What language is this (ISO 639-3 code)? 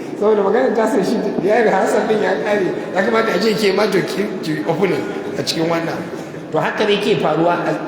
hau